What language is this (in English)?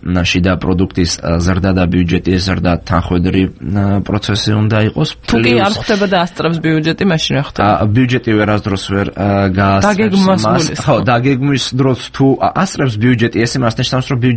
Georgian